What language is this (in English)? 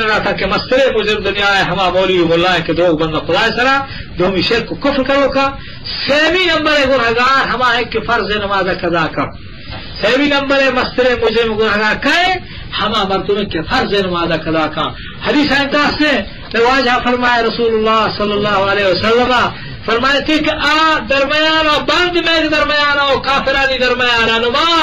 Eastern Balochi